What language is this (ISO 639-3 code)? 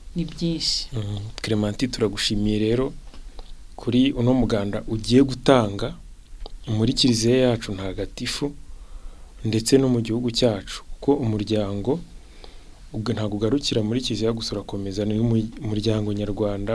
kin